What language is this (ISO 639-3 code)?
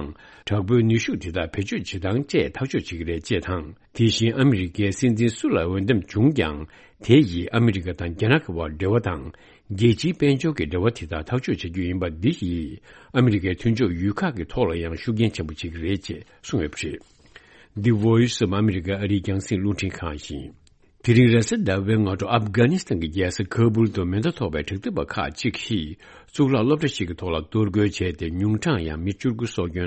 bod